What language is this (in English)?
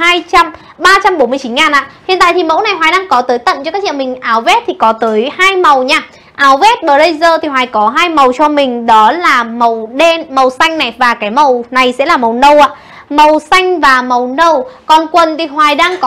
Vietnamese